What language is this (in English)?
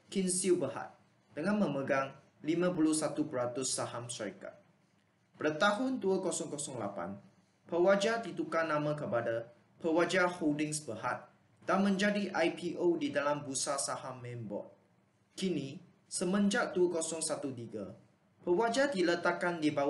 Malay